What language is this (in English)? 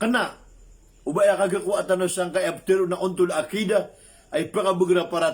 Maranao